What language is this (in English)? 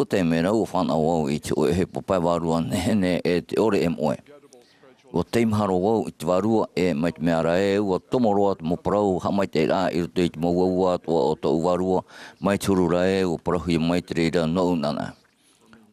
Tahitian